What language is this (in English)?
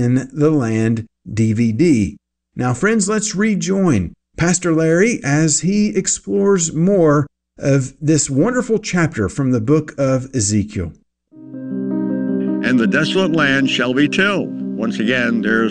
English